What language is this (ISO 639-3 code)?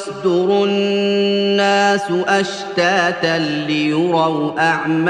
rhg